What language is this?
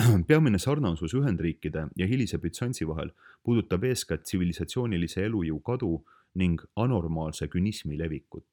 Estonian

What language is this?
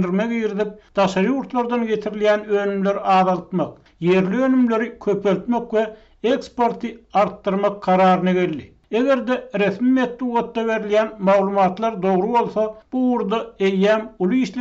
Turkmen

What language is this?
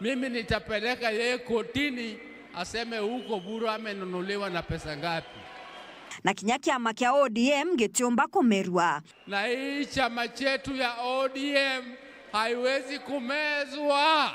Meru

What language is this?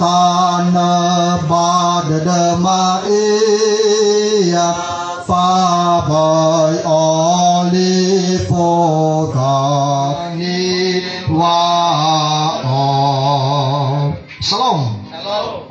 Nias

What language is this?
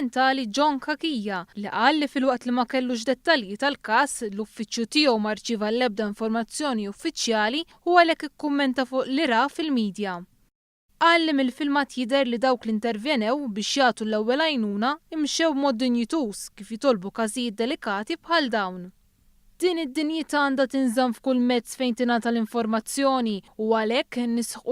Maltese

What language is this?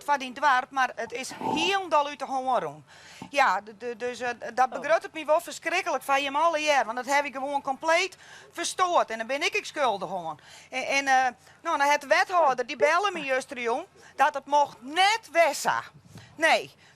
Western Frisian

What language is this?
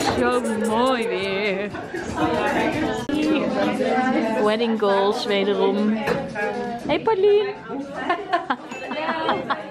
Dutch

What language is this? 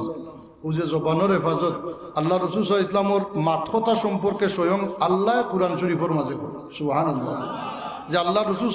Sylheti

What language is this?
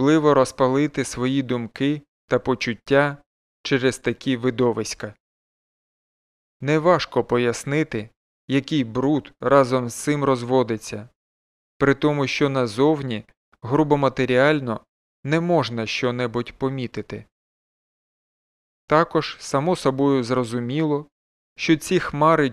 Ukrainian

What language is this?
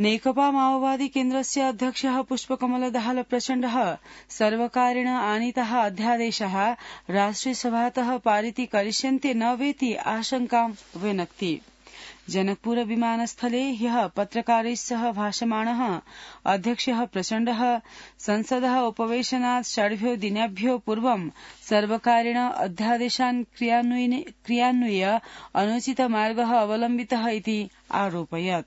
Sanskrit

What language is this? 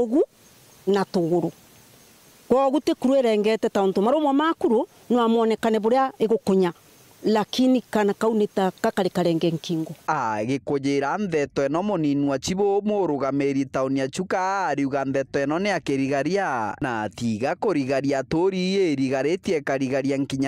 Meru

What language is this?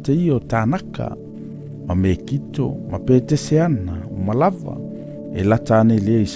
Samoan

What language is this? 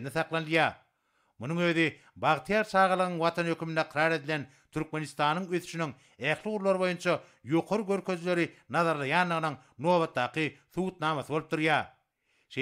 Turkmen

